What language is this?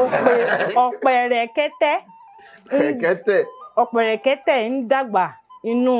Yoruba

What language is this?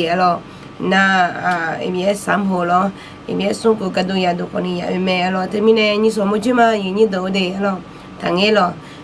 Akha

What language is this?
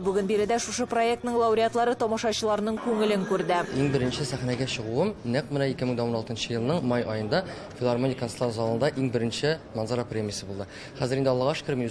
Tatar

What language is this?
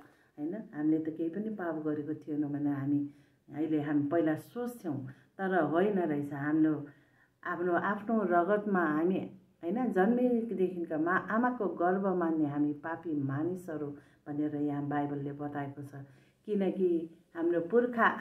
Nepali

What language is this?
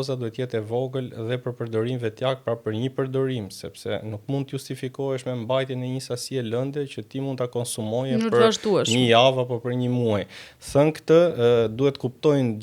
Albanian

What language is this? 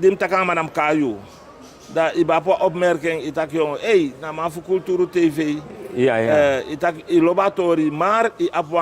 Sranan Tongo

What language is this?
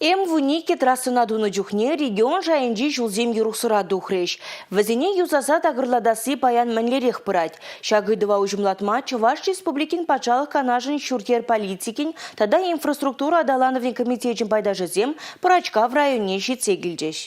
Chuvash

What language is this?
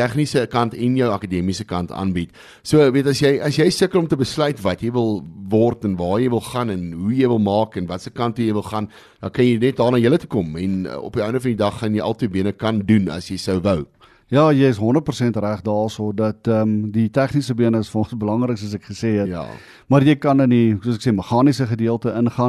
Afrikaans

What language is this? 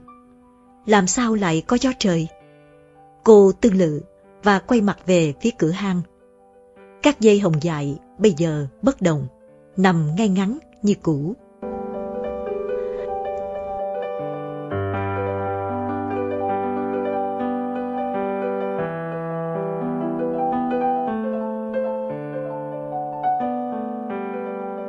Vietnamese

